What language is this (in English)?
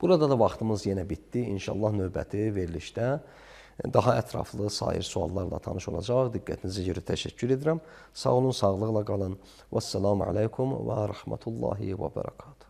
Azerbaijani